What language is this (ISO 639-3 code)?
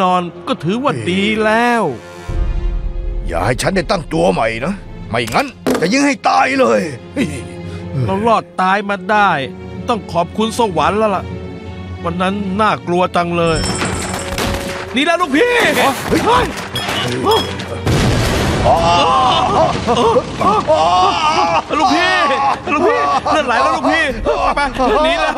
tha